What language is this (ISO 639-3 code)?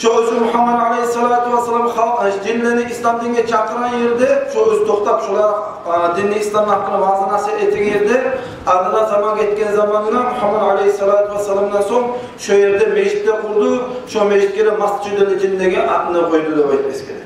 kum